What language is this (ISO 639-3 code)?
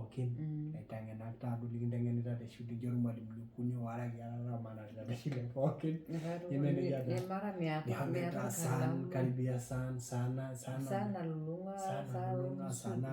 mas